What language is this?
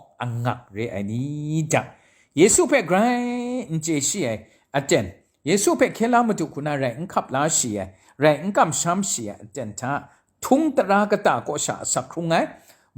Kachin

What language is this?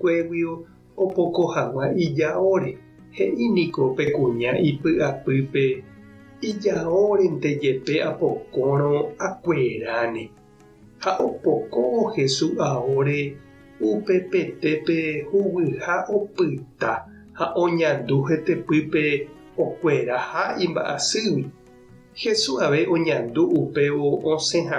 Guarani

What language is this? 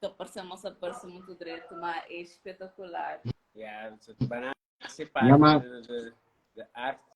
Kabuverdianu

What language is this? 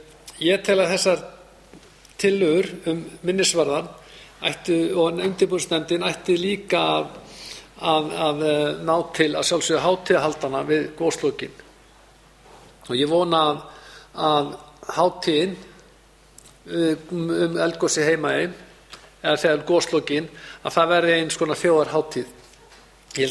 Icelandic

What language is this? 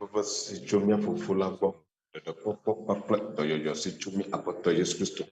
Ewe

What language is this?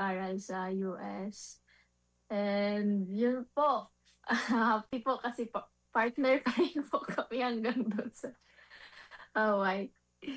Filipino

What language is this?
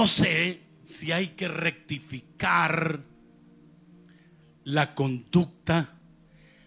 Spanish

